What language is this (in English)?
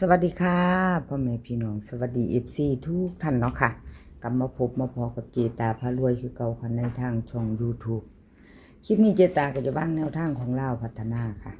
Lao